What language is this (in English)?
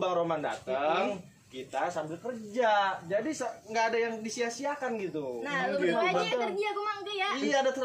Betawi